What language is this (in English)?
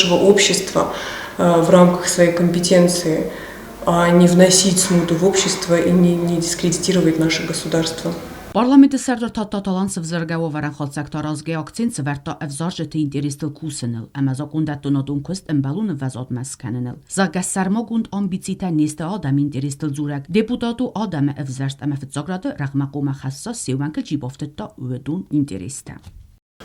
Ossetic